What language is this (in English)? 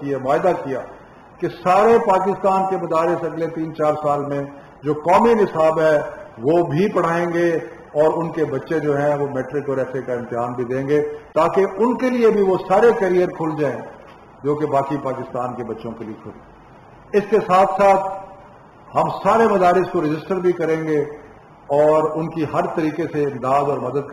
Urdu